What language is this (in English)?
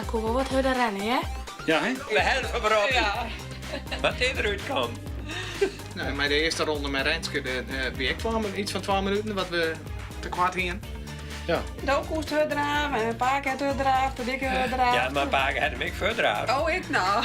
Western Frisian